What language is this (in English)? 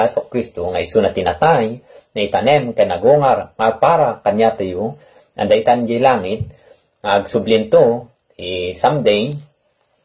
Iloko